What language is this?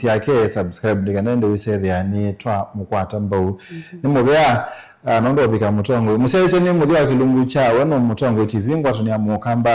Kamba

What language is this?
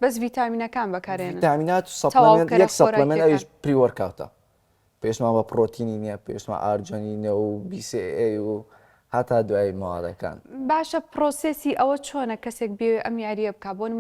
Central Kurdish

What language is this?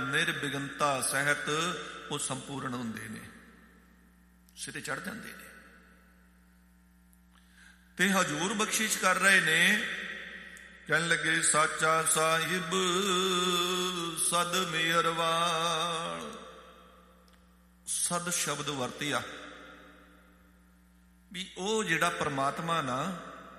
Punjabi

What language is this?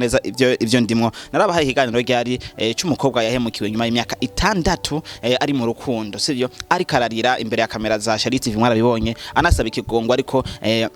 Rundi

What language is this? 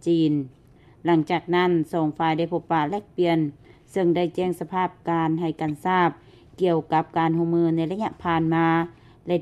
Lao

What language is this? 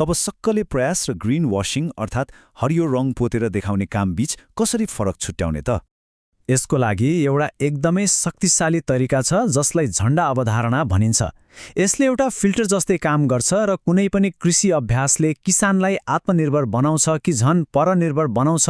Nepali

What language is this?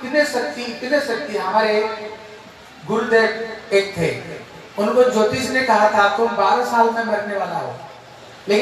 Hindi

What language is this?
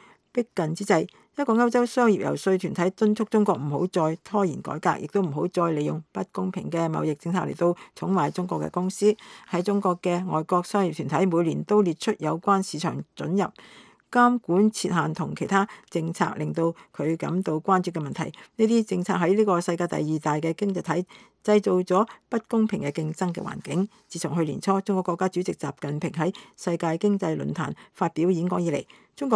Cantonese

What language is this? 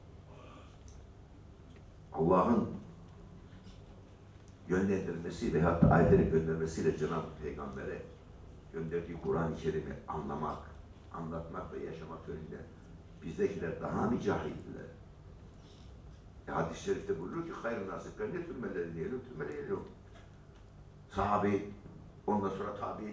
Turkish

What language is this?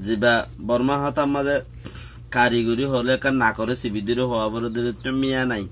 Rohingya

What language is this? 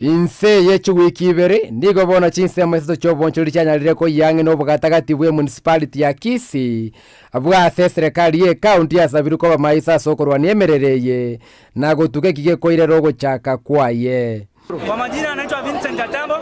Gusii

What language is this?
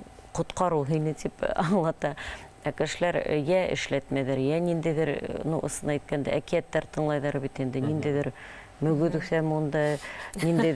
Bashkir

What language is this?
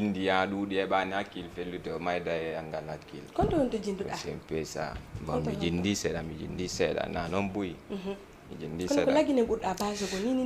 Fula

